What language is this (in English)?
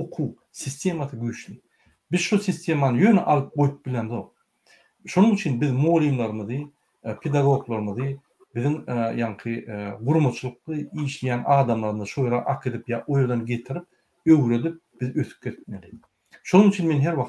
Turkmen